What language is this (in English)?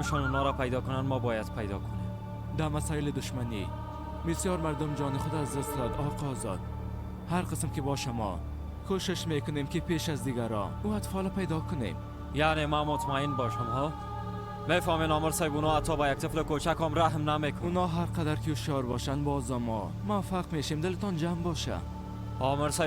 Persian